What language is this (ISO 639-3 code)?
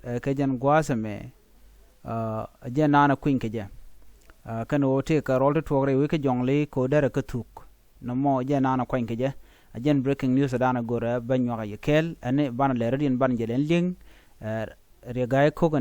nus